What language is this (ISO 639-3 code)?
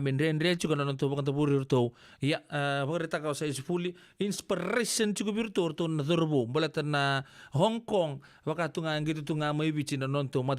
fij